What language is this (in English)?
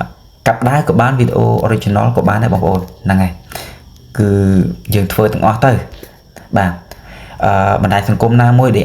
Khmer